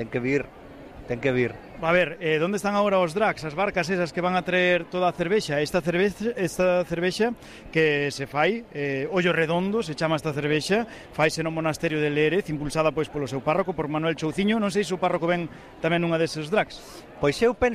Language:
Galician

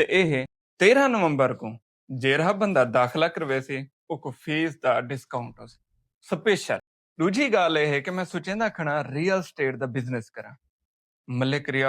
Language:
Saraiki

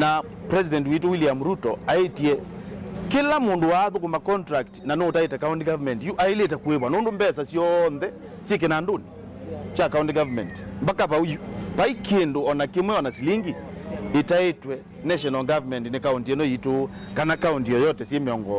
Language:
Kamba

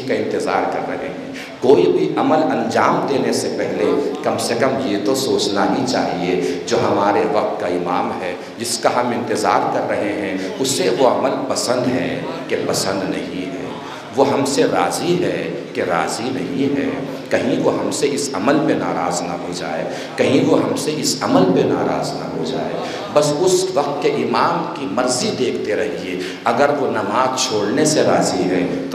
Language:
Urdu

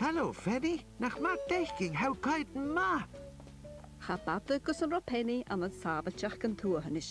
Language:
Scottish Gaelic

